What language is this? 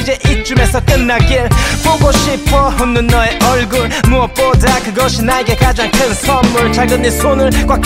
Korean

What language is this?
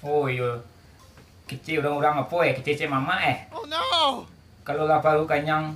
Minangkabau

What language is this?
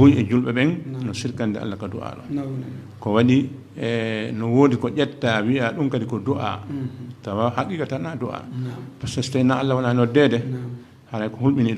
Fula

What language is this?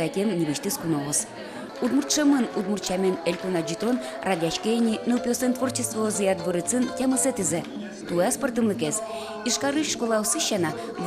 Udmurt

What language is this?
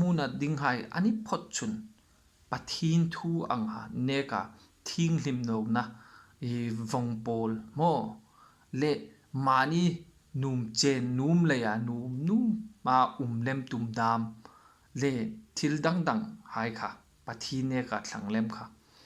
Hmar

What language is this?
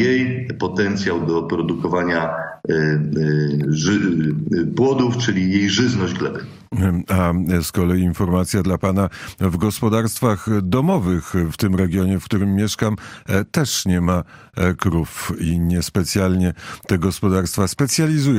Polish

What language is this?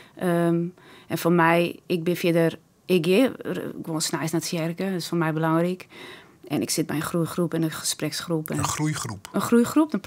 Western Frisian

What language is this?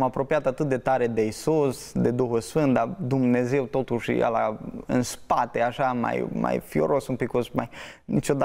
Romanian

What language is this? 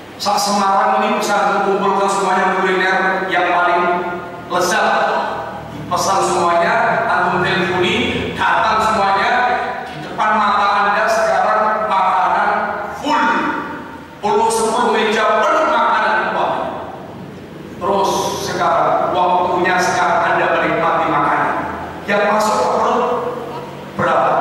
Indonesian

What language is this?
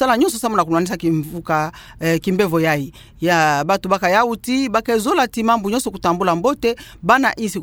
Kituba (Democratic Republic of Congo)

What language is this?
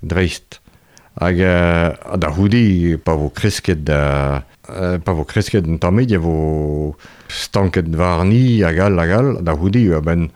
Breton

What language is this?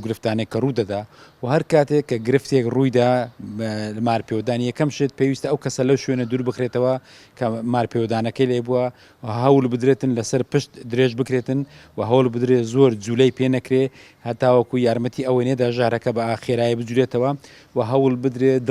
Central Kurdish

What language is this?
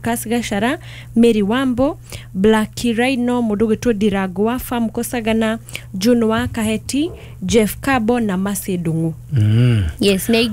Kikuyu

